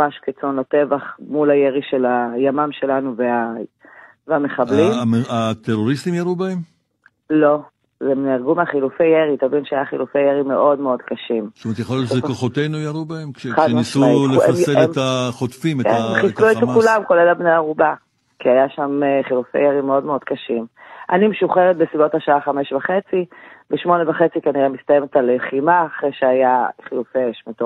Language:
Hebrew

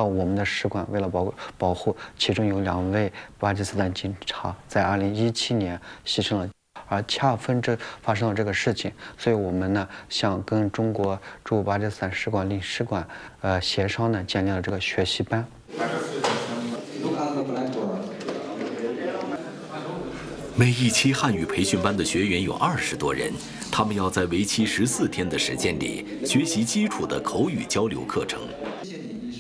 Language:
Chinese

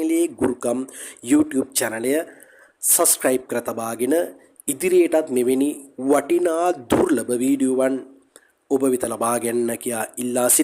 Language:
Sinhala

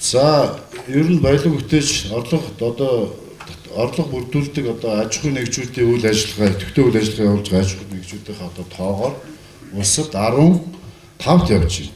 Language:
Mongolian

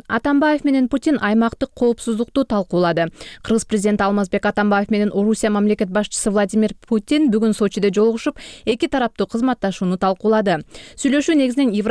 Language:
Kyrgyz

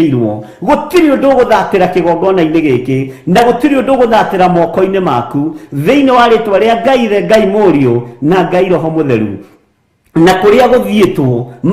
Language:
Kikuyu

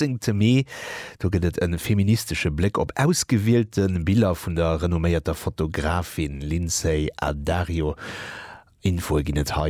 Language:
Luxembourgish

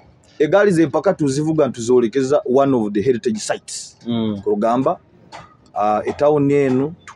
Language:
Nyoro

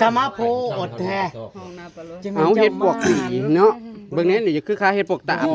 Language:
Northeastern Thai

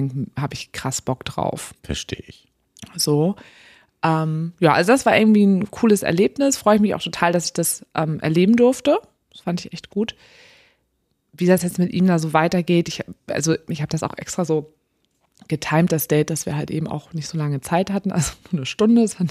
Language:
German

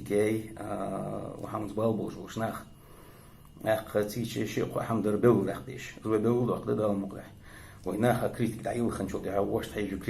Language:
Ingush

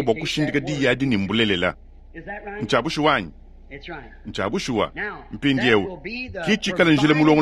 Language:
Luba-Lulua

